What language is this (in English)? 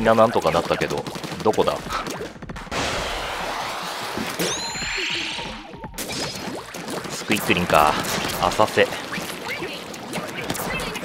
Japanese